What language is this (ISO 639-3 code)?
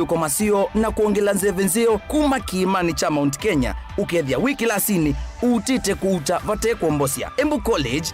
kam